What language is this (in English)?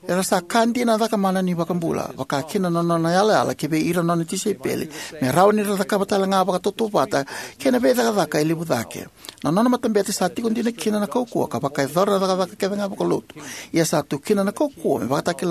Fijian